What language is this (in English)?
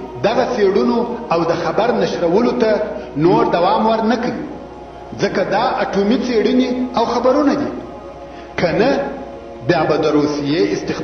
Pashto